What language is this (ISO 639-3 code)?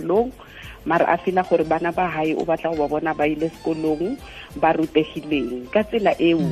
tsn